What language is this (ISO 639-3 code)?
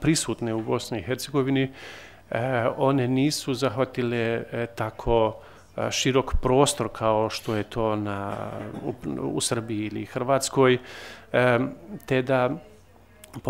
bos